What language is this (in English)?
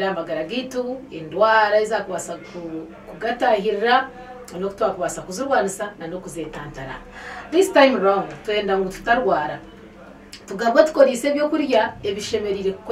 Nyankole